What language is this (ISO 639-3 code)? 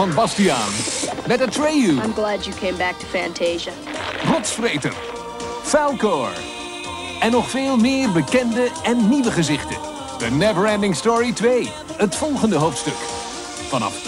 nld